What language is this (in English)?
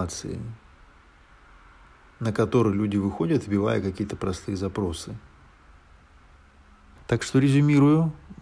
Russian